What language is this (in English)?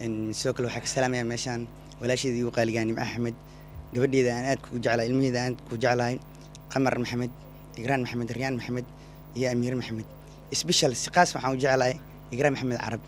Somali